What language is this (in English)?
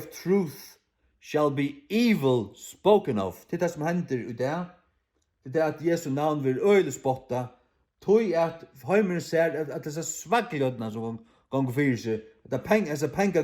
Faroese